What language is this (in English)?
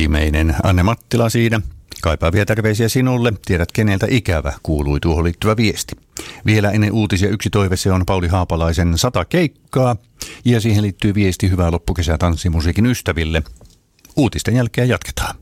Finnish